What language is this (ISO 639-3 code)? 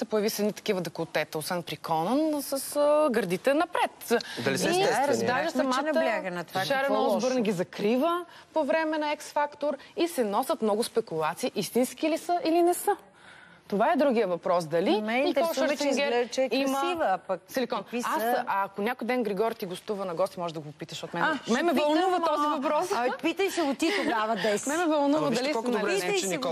bul